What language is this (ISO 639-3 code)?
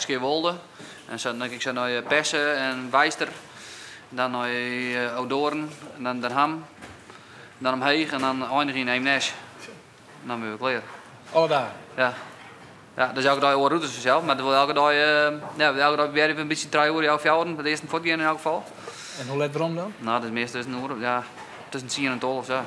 fry